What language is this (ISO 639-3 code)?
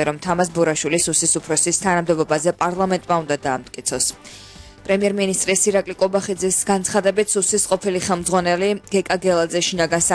kat